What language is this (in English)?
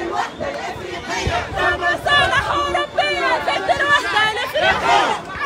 Tunisian Arabic